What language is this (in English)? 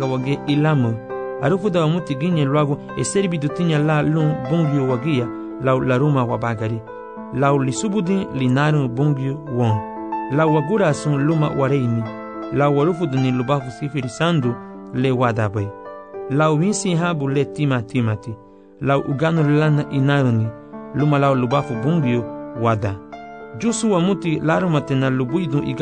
Garifuna